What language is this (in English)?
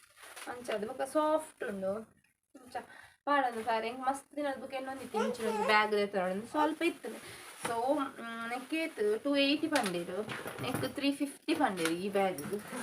Tulu